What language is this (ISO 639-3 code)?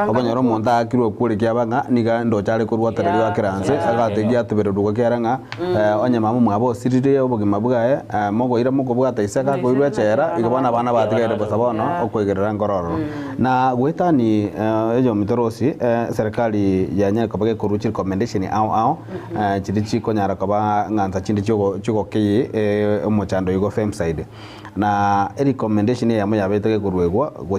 guz